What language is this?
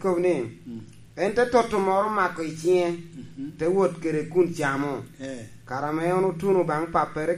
Lango (Uganda)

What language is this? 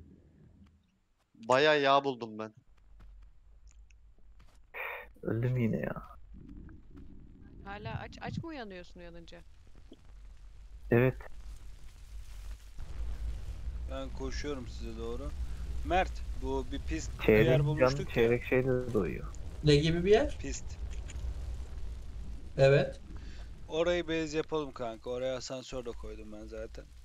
Turkish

